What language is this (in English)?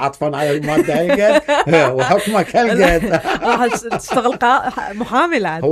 Mesopotamian Arabic